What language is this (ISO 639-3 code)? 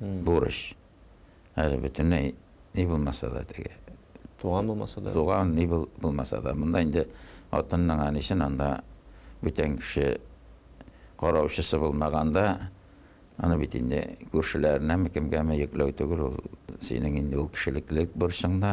tat